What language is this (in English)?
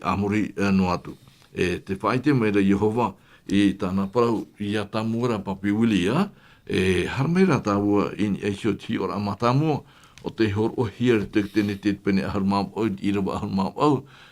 Tahitian